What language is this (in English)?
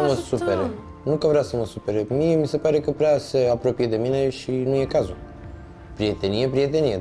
Romanian